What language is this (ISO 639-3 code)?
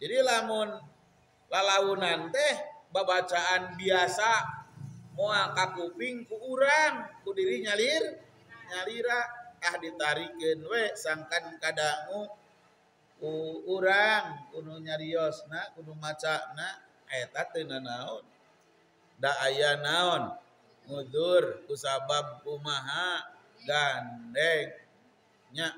sun